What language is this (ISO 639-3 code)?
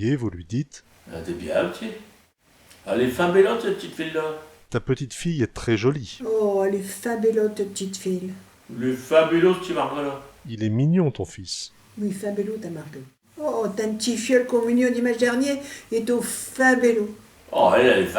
pcd